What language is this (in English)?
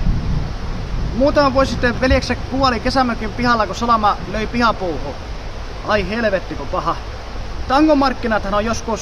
Finnish